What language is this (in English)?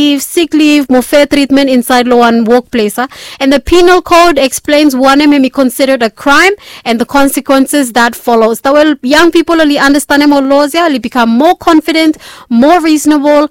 Bislama